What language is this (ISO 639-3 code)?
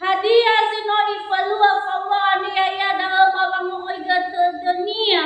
nia